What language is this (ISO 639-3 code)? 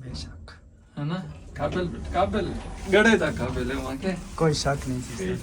skr